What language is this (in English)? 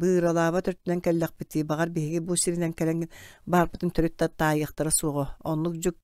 Yakut